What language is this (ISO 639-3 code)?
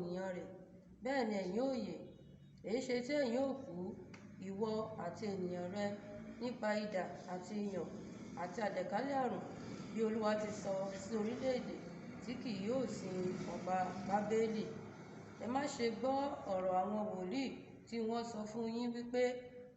yor